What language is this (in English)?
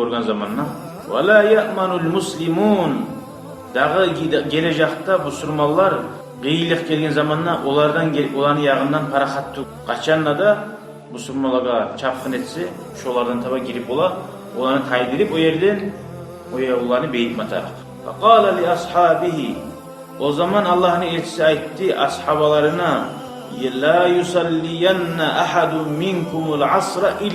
Kumyk